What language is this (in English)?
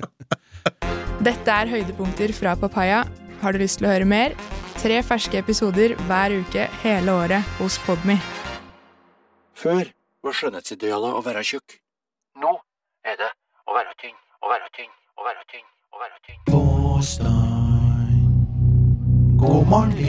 Norwegian